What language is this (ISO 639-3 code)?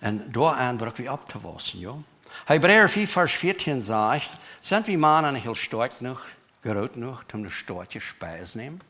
pdt